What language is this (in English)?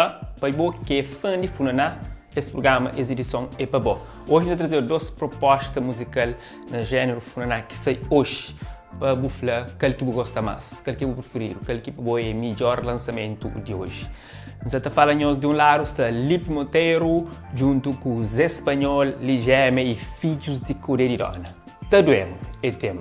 Kabuverdianu